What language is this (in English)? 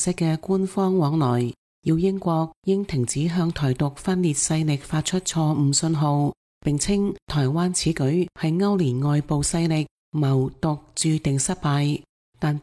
Cantonese